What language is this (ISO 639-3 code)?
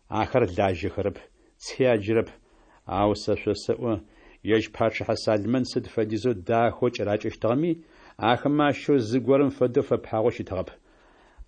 ady